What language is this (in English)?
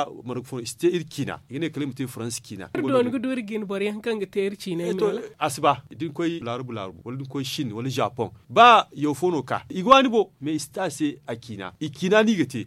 Zarma